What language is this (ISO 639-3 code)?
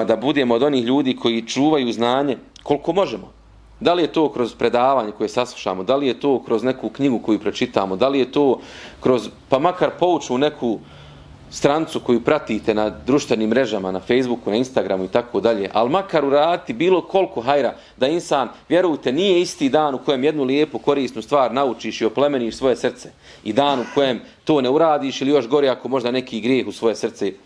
bos